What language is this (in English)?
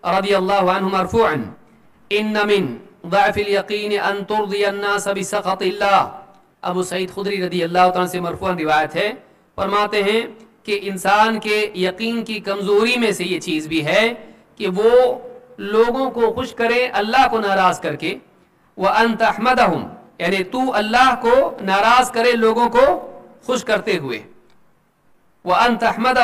Urdu